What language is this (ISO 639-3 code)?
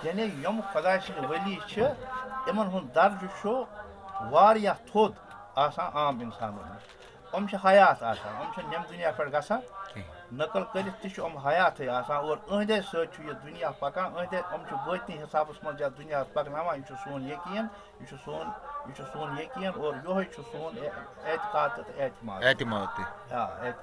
kas